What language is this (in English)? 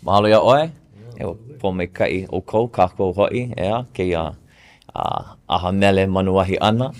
Hawaiian